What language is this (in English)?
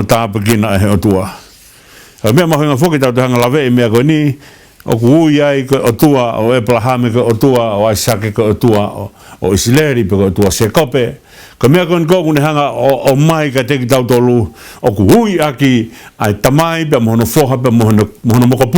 Tongan